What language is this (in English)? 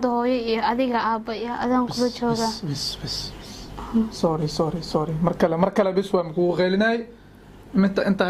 Somali